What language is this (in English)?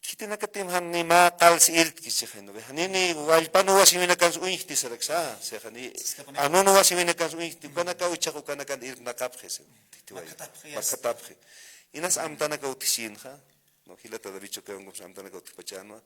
Aymara